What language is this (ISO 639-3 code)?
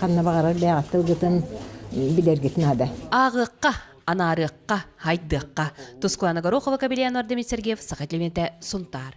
sah